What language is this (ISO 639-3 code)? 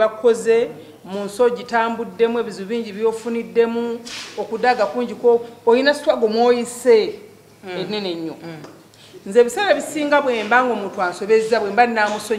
lug